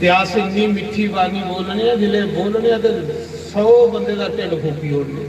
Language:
Dogri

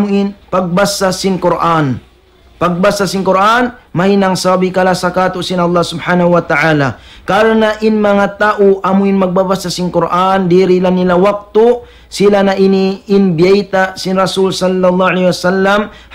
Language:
Tausug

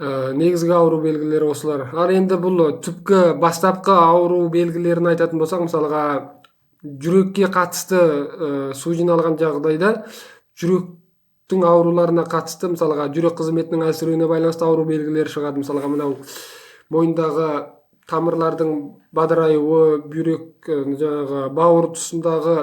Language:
Kazakh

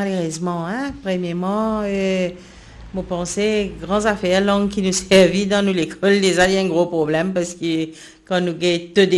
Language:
Morisyen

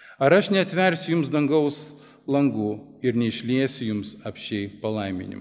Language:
Lithuanian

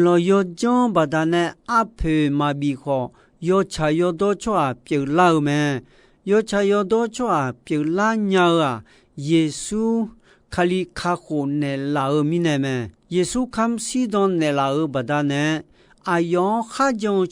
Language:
Akha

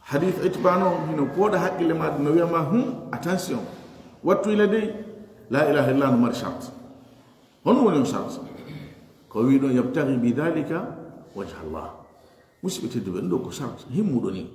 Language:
Fula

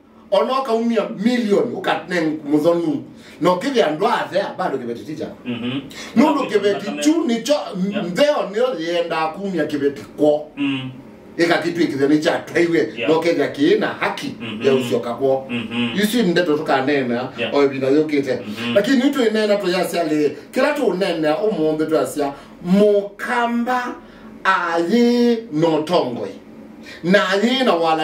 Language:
Kamba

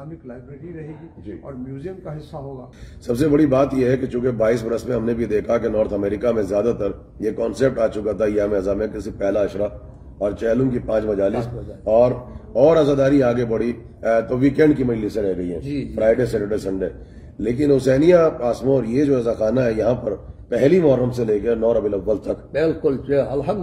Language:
Urdu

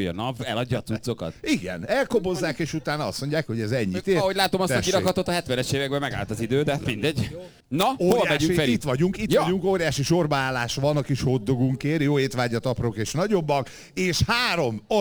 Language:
Hungarian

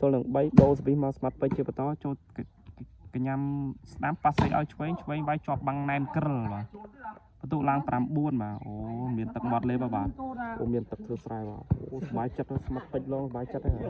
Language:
Khmer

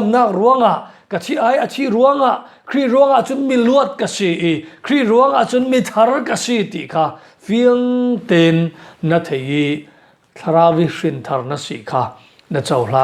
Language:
Falam Chin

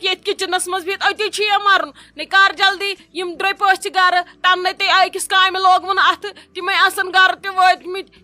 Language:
Kashmiri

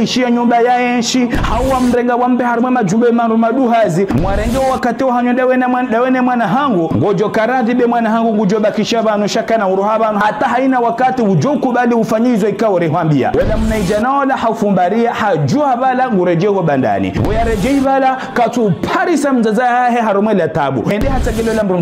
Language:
Ngazidja Comorian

